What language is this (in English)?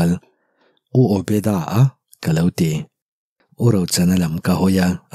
Mizo